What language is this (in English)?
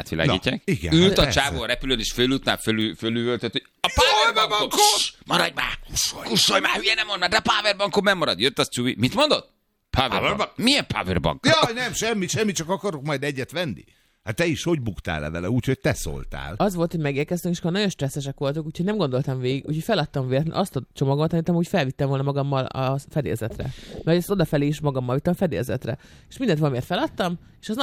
Hungarian